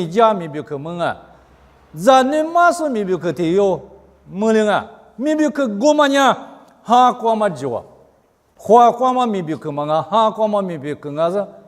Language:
Lisu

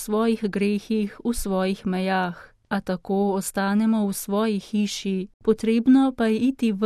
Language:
Slovenian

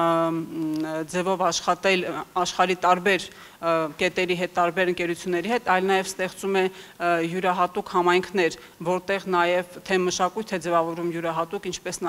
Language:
Armenian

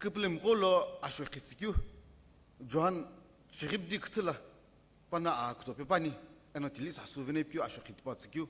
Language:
Sumi Naga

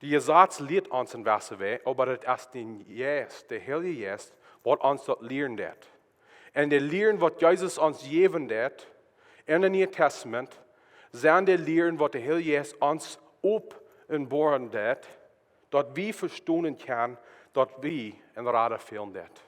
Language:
Plautdietsch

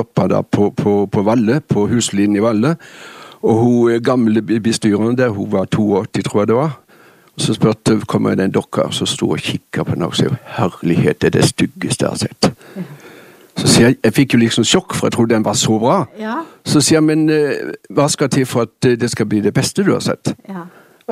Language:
Norwegian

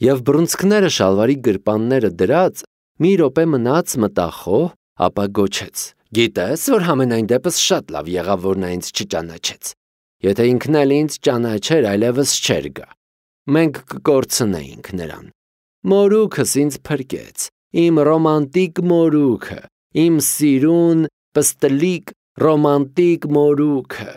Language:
Armenian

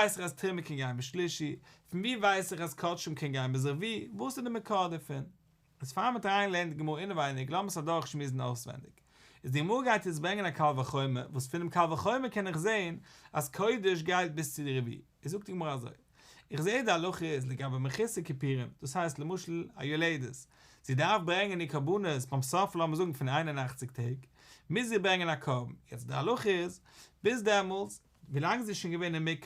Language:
Yiddish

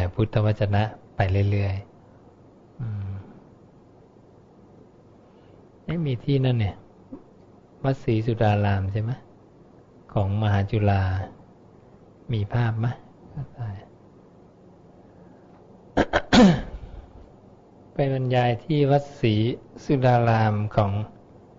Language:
Thai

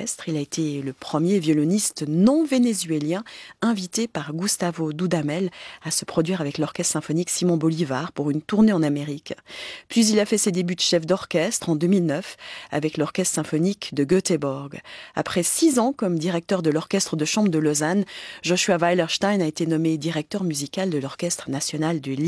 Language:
French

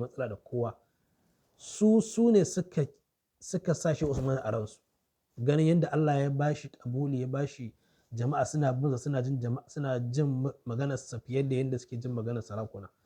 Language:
Hausa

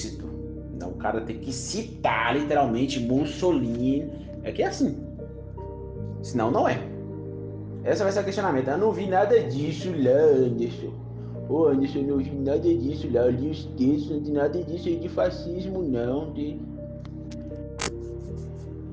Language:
Portuguese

